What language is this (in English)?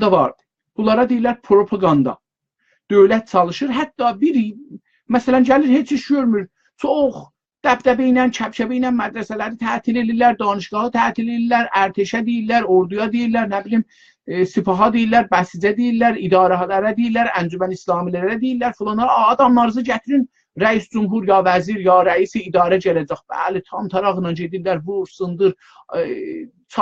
South Azerbaijani